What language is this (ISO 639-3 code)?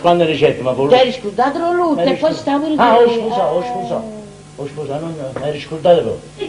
nap